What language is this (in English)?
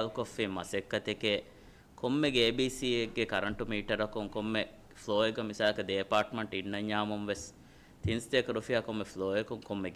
Divehi